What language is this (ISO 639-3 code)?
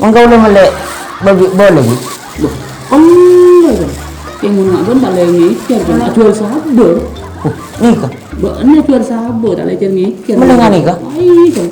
mad